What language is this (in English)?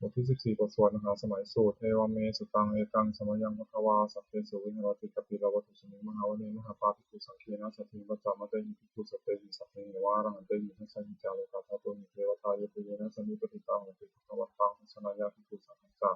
Pali